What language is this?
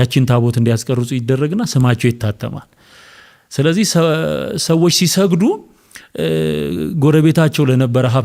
Amharic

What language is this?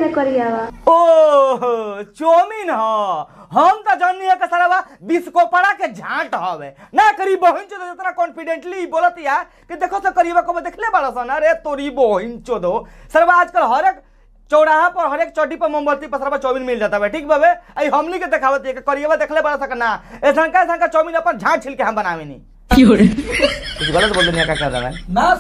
Bhojpuri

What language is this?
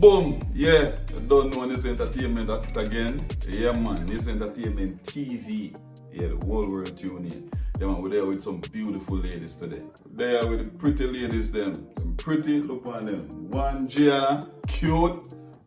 Jamaican Creole English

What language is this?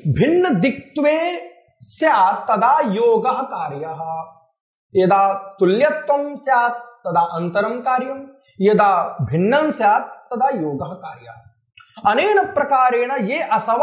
Sanskrit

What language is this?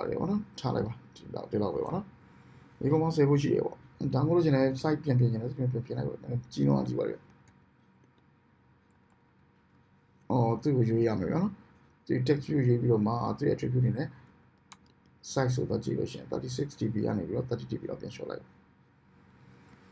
Burmese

